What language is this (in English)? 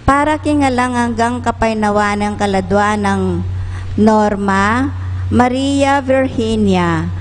Pampanga